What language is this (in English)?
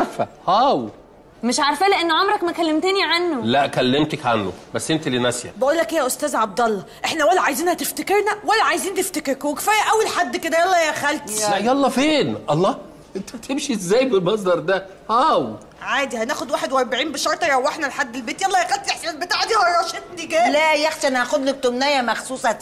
Egyptian Arabic